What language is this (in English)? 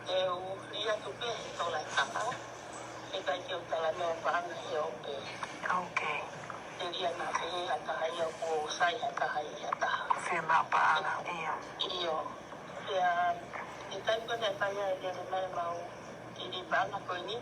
Tongan